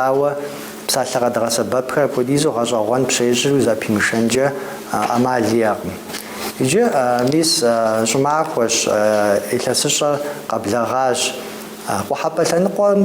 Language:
Kabardian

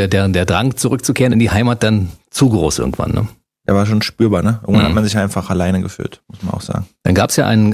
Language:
German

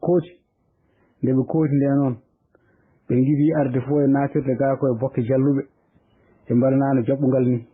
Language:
Fula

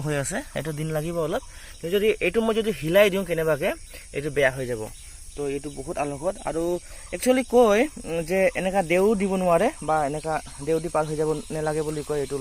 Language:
Assamese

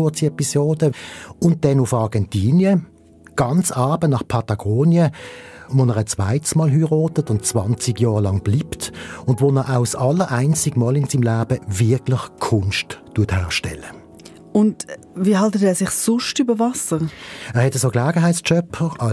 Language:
Swiss German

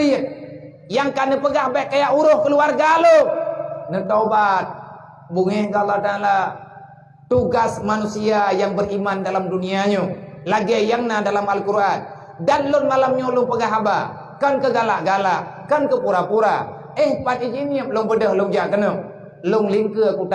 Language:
Achinese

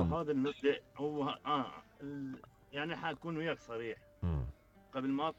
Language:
Mesopotamian Arabic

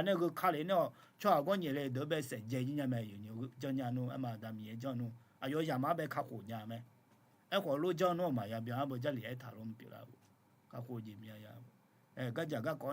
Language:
Akha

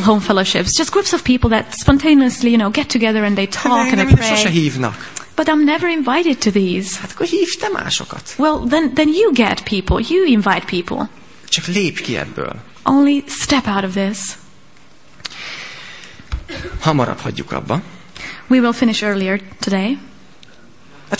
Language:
Hungarian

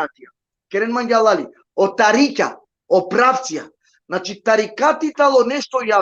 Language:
Balkan Romani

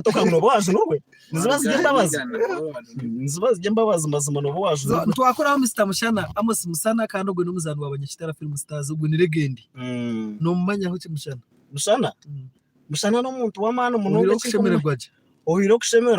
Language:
Nyankole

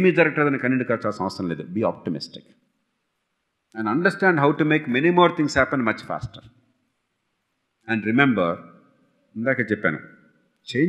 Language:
Telugu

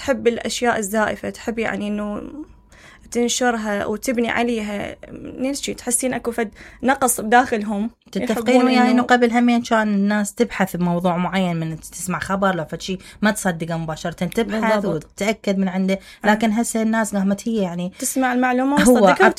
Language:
Mesopotamian Arabic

